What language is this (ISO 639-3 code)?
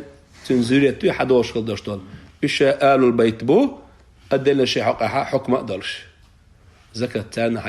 che